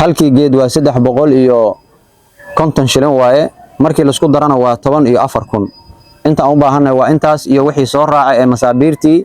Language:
Somali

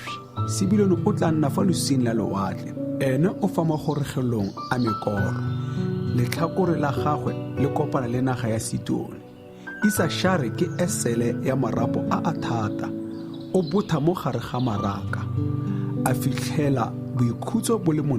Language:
Tswana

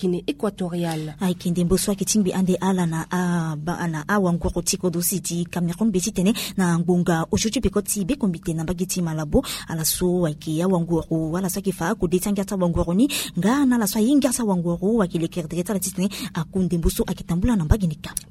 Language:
Sango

